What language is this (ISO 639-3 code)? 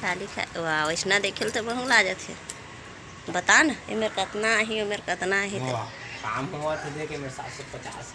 hne